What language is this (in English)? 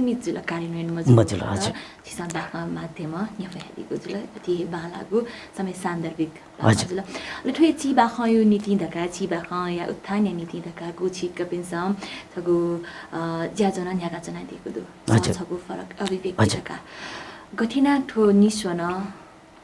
Newari